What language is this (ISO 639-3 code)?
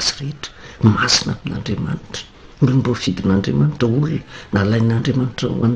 mlg